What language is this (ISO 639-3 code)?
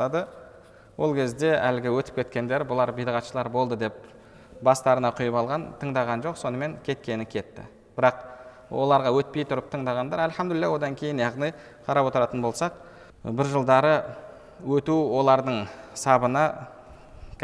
kaz